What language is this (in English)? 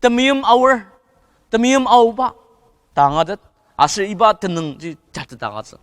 Ao Naga